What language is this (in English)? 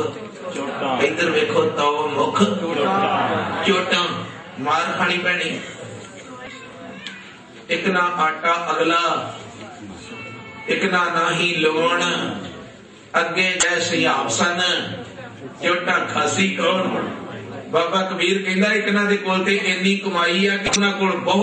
Punjabi